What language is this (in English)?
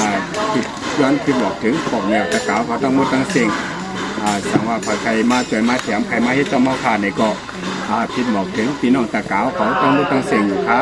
Shan